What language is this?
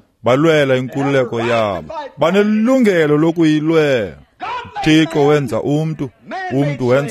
Xhosa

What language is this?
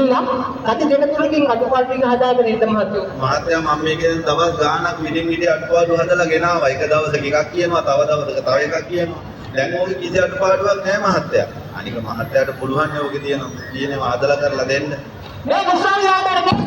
Sinhala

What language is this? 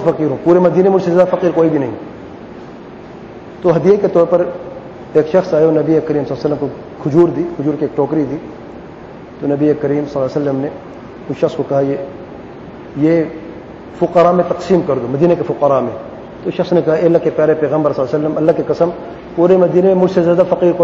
Urdu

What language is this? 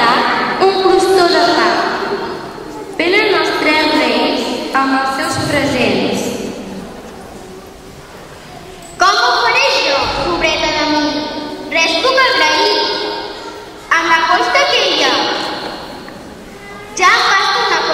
Catalan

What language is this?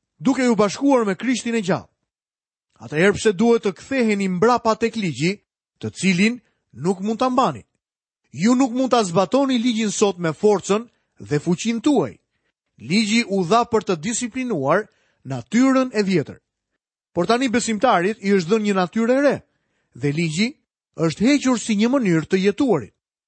Albanian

